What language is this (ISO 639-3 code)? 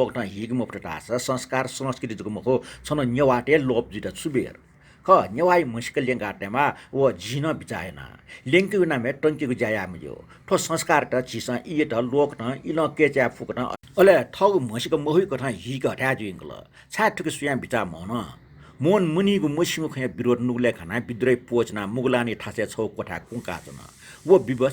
new